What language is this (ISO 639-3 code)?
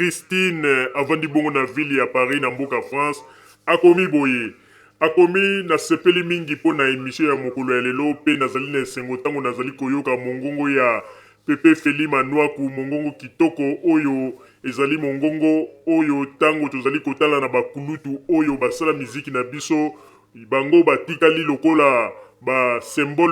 lin